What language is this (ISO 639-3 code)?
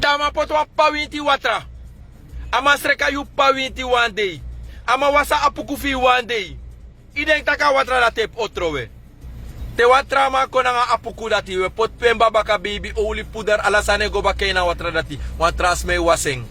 srn